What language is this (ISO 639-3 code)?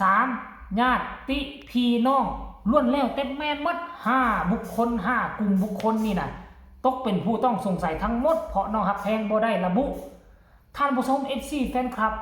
lao